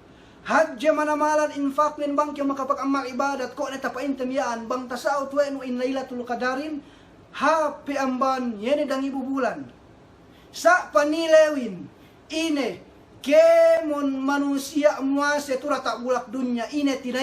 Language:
Yakan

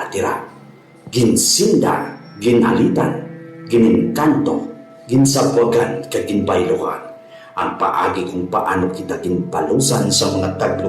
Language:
Hiligaynon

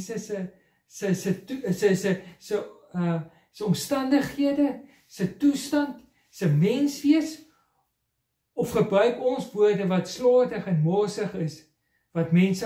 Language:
Afrikaans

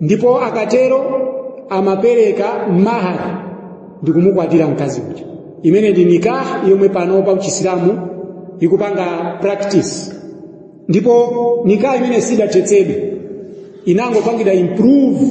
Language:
Nyanja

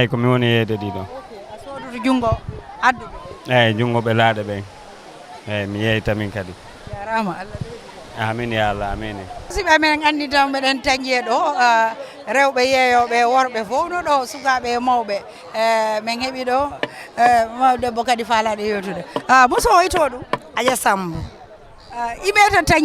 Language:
Fula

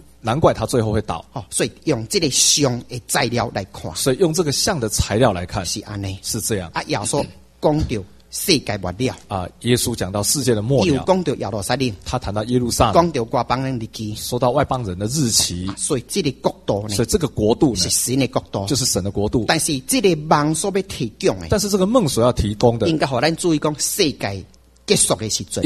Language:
Chinese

